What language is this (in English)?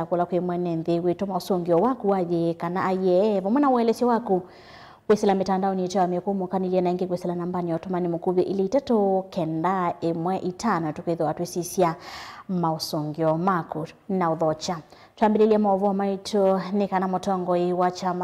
Kamba